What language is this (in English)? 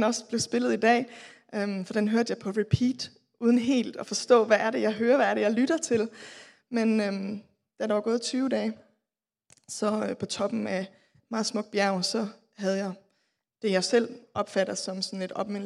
Danish